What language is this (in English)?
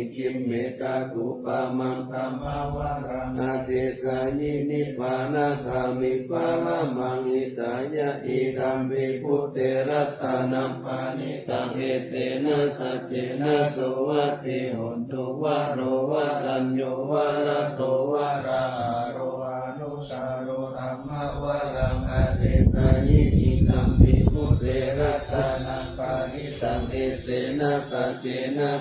Pali